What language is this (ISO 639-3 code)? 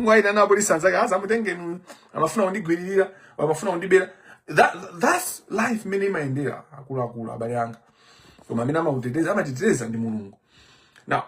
nya